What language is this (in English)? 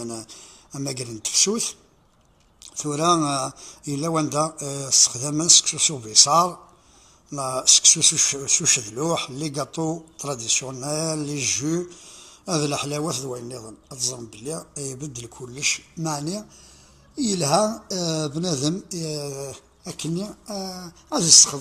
Kabyle